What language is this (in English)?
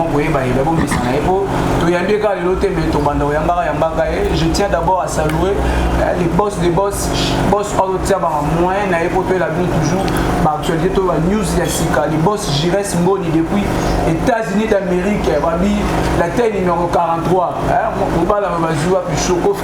Lingala